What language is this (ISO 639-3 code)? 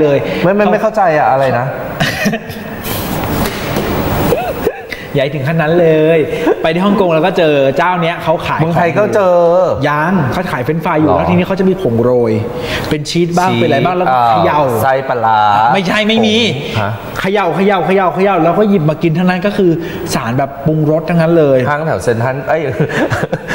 tha